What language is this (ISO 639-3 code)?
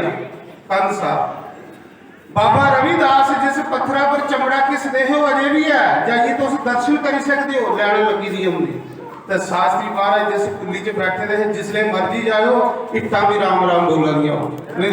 doi